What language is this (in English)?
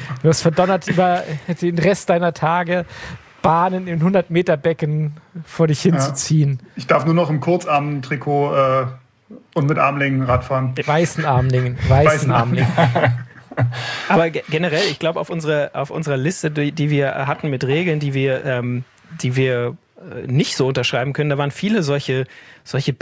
German